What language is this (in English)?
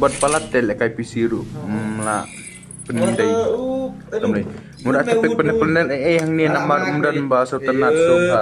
Khasi